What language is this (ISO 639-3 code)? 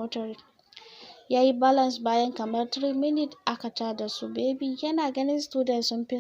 hau